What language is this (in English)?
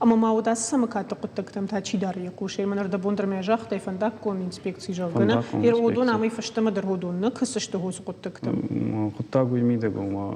Ossetic